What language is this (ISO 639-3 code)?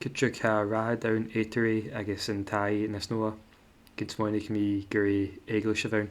gla